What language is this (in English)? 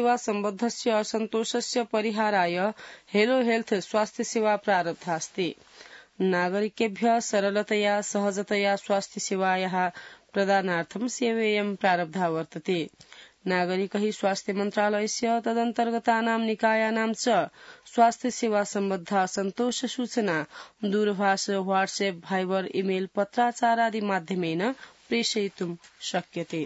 Sanskrit